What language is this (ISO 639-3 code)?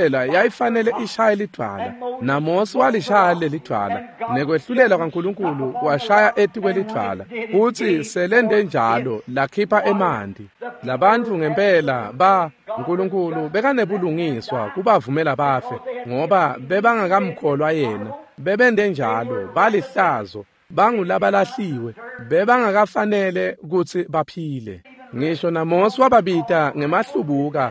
ssw